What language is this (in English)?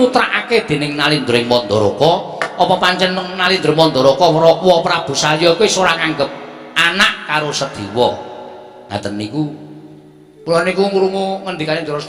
Javanese